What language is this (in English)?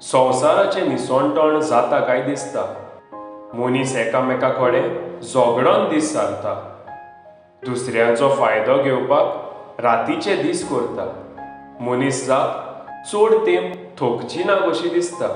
Konkani